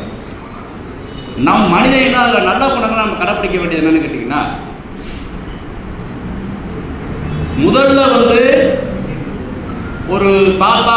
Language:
Tamil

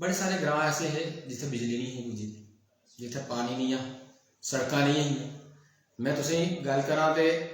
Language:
Dogri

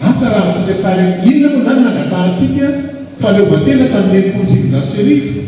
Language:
Malagasy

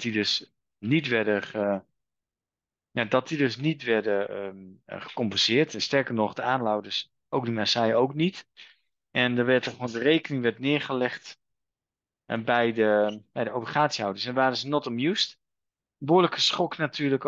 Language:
Dutch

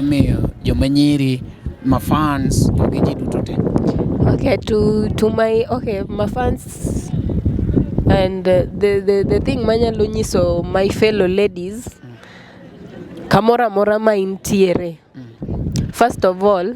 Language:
Luo (Kenya and Tanzania)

